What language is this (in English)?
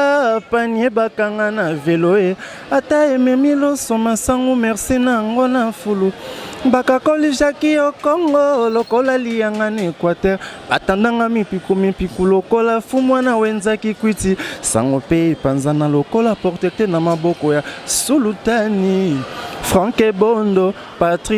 Lingala